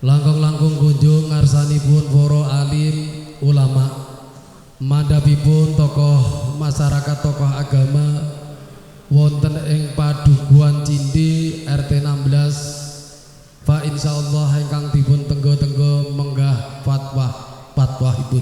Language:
Javanese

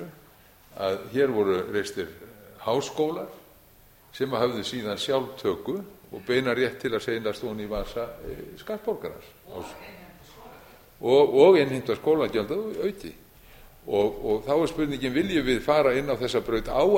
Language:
Icelandic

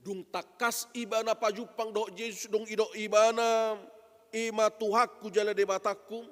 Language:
Batak Toba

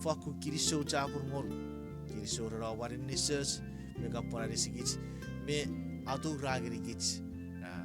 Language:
Chuukese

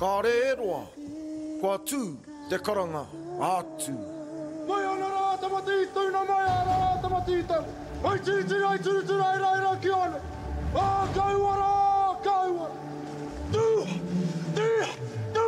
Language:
Māori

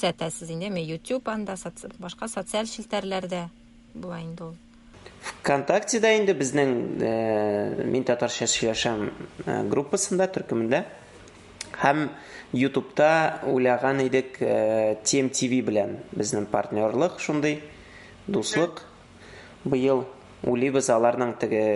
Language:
Tatar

